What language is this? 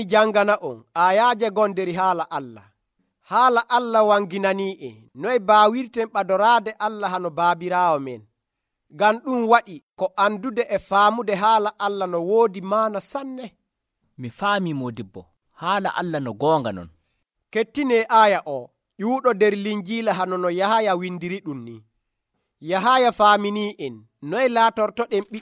Nigerian Fulfulde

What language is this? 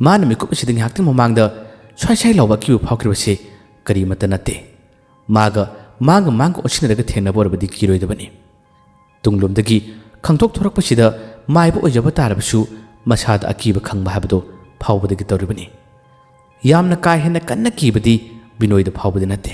Manipuri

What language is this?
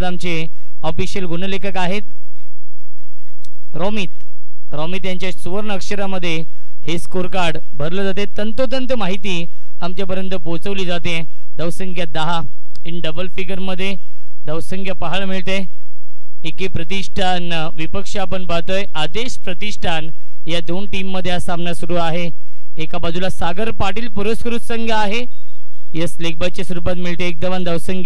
Marathi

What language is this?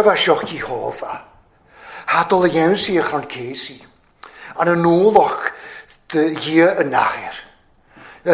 Welsh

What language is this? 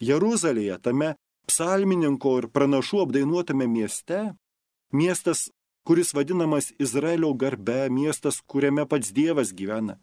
Lithuanian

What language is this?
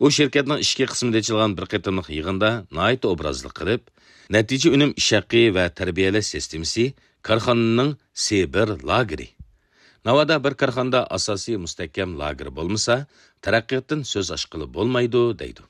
Uyghur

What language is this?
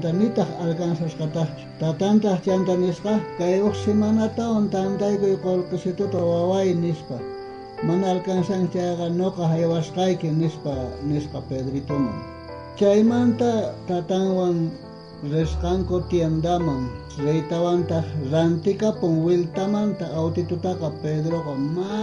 South Bolivian Quechua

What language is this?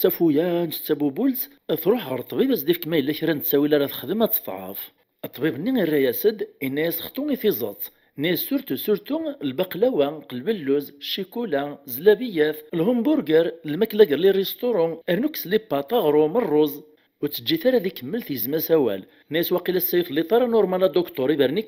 Kabyle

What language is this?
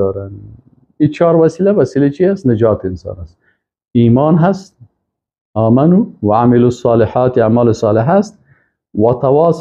Persian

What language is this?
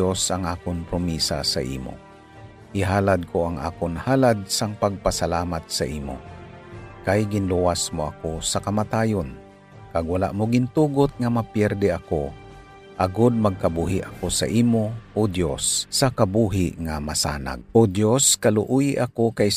Hiligaynon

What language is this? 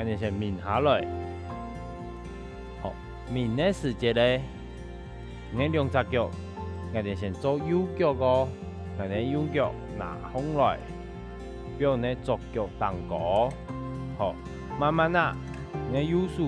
Hakka Chinese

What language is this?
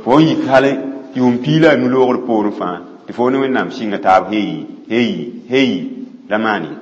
Mossi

